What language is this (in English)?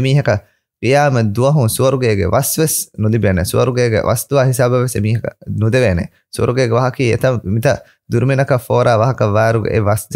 Divehi